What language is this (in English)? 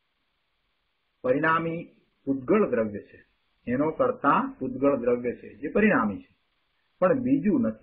Gujarati